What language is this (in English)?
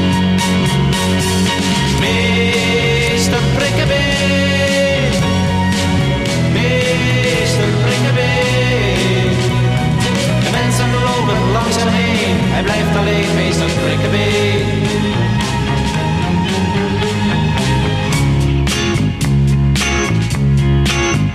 Dutch